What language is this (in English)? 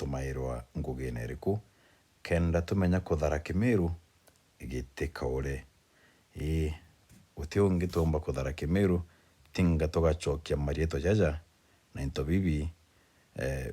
Meru